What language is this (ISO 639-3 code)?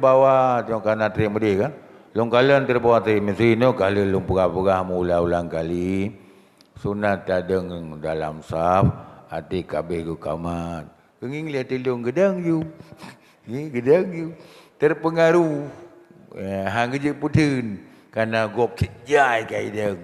ace